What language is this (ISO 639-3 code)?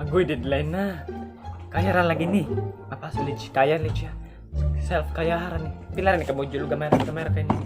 ceb